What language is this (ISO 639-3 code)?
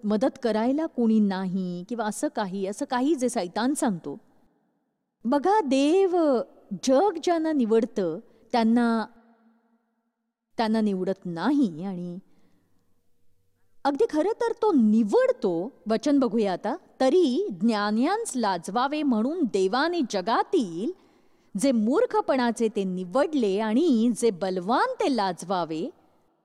mar